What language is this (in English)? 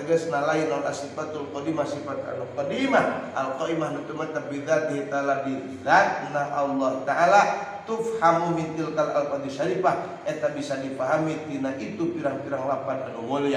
Sundanese